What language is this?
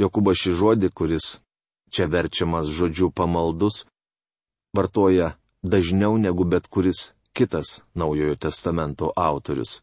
Lithuanian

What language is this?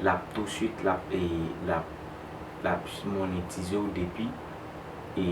Haitian Creole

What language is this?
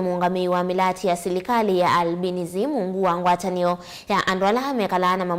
Kamba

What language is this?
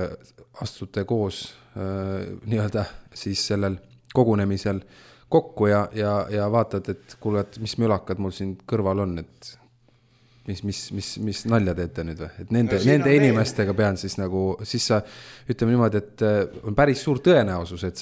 Estonian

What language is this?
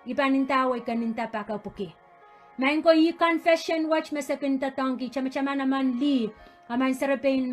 Pohnpeian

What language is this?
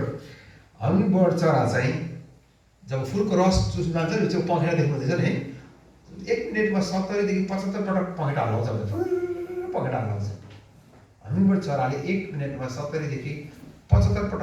Nepali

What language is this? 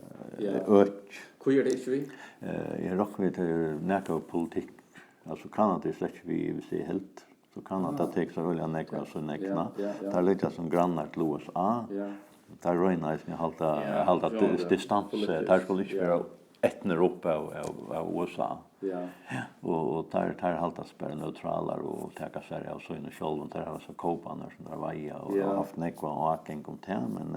Faroese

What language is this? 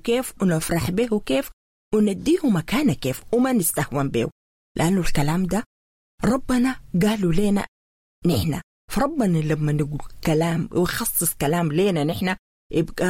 Sudanese Arabic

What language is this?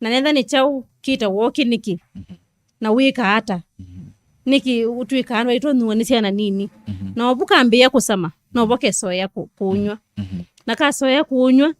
Kamba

